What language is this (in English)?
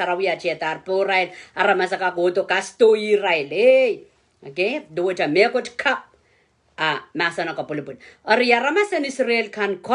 Pohnpeian